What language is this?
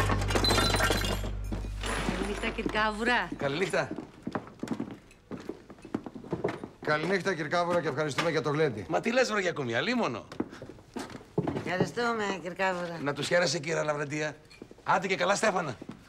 Greek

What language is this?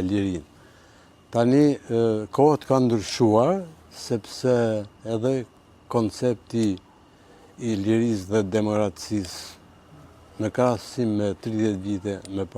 Albanian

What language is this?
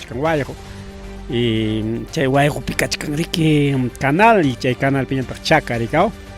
Ayacucho Quechua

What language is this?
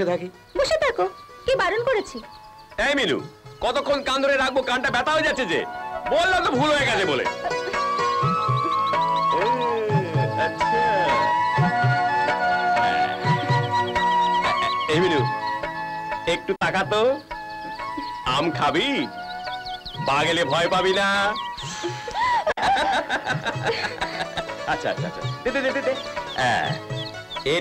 Bangla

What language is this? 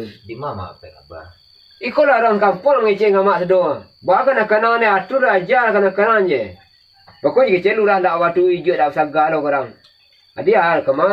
Minangkabau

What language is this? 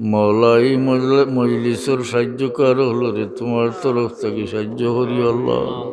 Sylheti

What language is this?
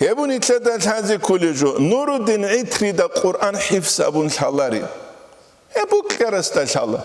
Avaric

